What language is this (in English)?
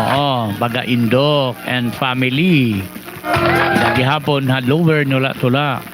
Waray